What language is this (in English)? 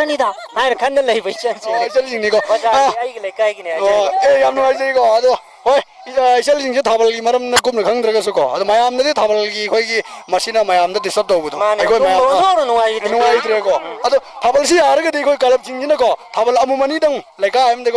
Manipuri